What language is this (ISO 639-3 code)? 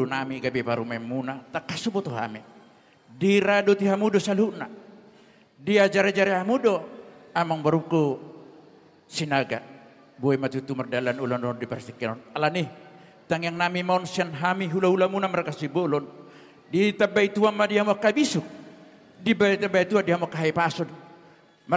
bbc